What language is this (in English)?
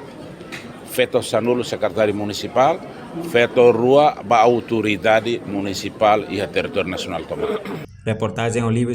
Tetum